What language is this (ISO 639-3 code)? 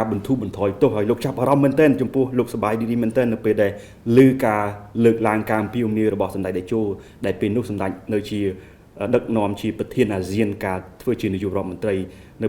khm